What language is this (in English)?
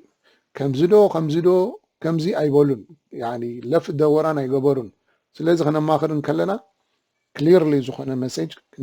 Tigrinya